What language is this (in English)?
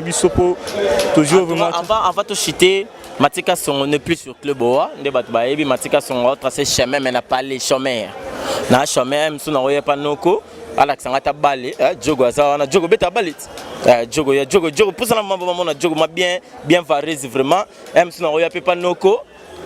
Lingala